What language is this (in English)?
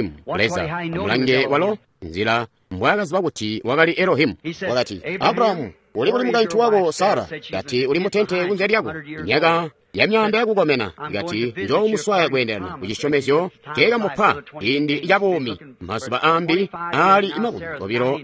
Tonga (Zambia)